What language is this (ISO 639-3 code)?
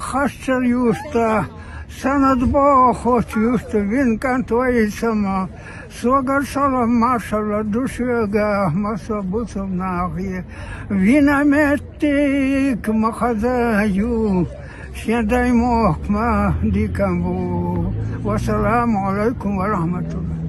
che